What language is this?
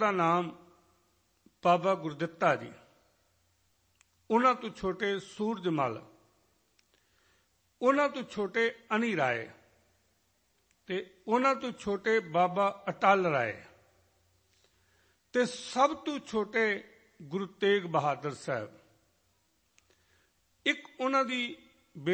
Punjabi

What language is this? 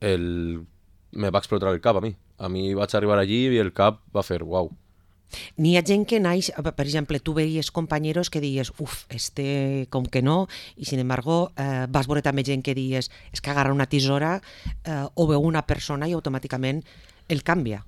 Catalan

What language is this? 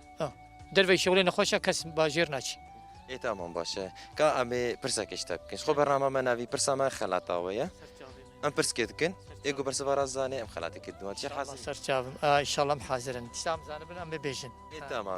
Kurdish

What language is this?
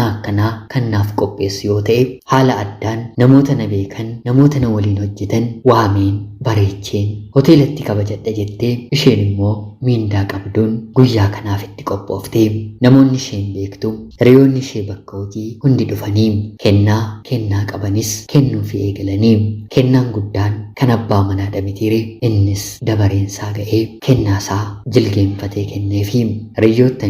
Oromo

